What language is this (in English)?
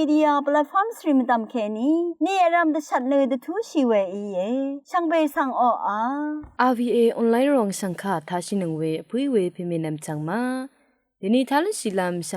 Rawang